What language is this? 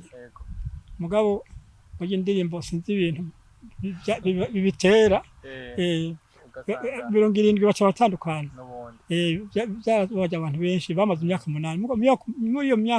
Rundi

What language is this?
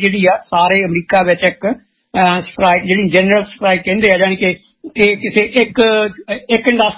Punjabi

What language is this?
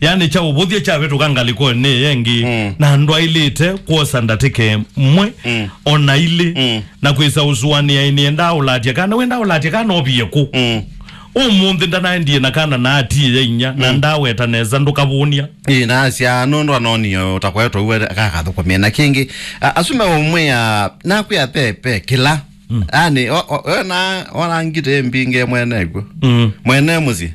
Kamba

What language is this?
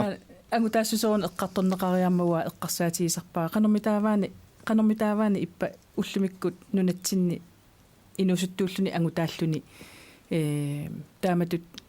Kalaallisut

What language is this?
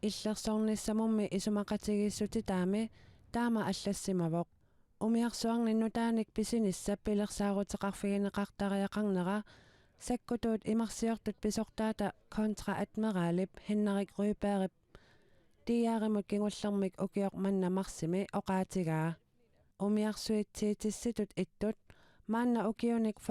Kalaallisut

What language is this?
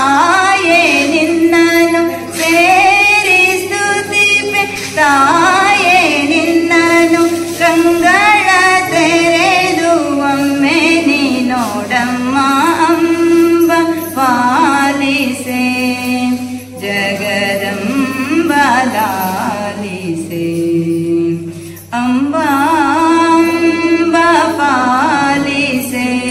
Kannada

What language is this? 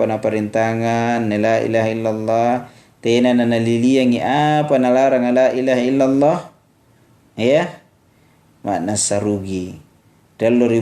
Makasar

